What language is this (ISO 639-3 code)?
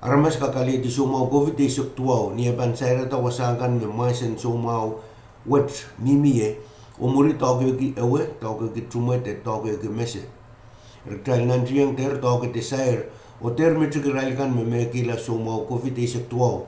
pon